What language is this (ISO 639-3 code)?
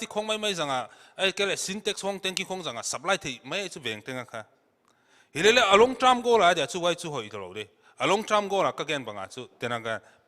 pck